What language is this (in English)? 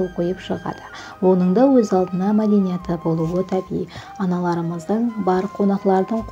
Kara-Kalpak